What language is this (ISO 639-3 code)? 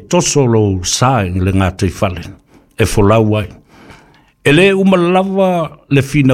smo